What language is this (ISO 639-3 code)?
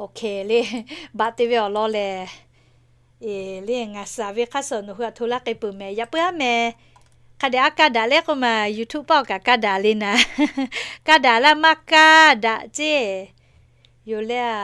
lhu